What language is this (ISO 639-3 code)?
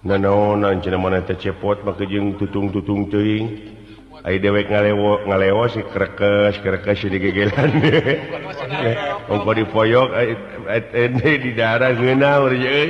sun